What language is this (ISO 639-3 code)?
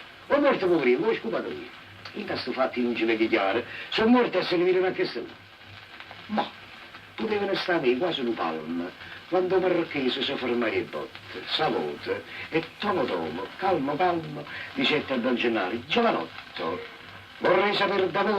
nap